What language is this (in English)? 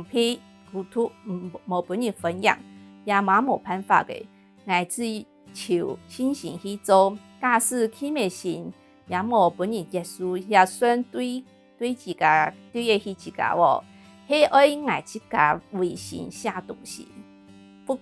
Hakka Chinese